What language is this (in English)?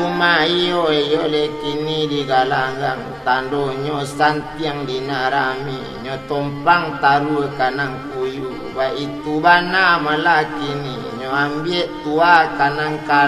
Minangkabau